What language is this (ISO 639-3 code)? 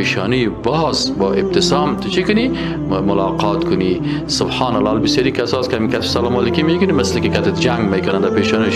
fas